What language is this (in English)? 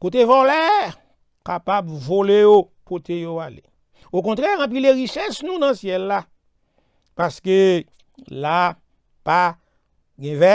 Haitian Creole